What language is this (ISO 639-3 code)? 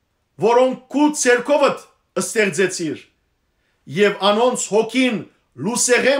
hyw